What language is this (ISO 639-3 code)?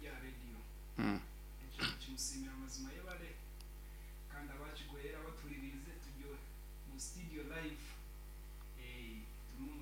nyn